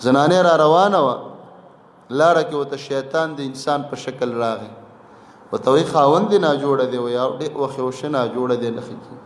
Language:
Pashto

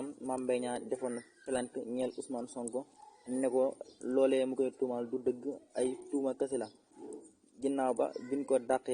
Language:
Wolof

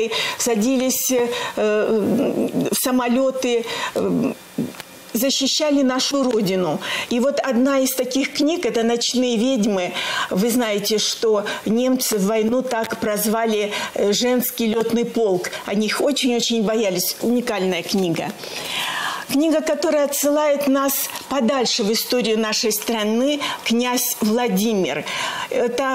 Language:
Russian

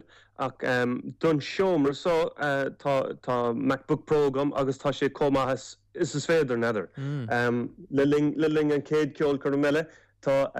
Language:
Irish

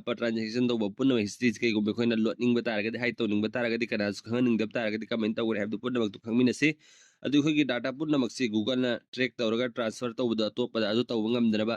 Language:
Manipuri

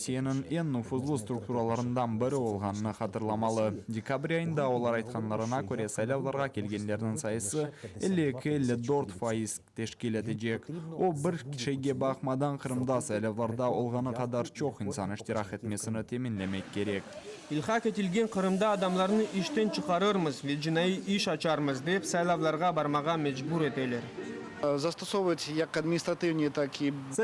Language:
Crimean Tatar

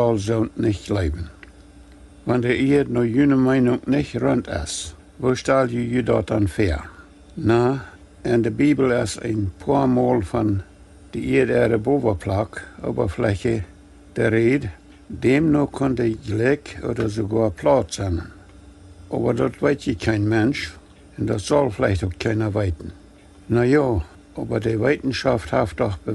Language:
Plautdietsch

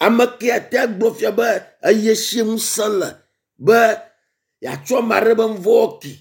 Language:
Ewe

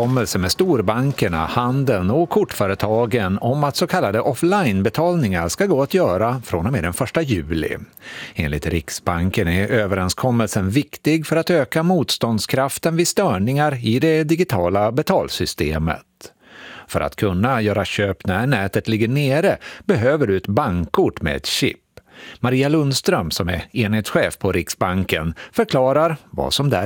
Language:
Swedish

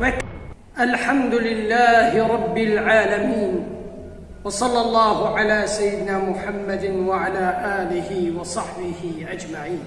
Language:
Kurdish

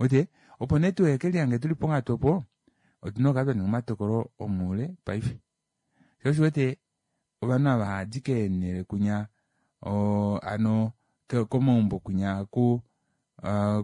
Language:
Kuanyama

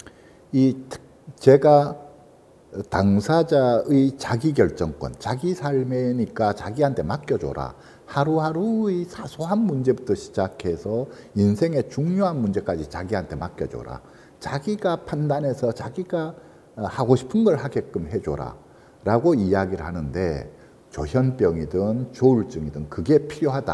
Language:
Korean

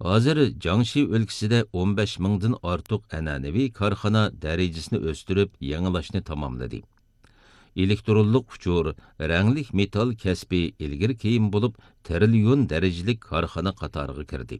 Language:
Uyghur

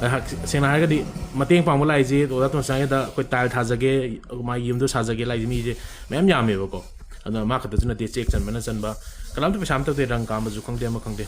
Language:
Manipuri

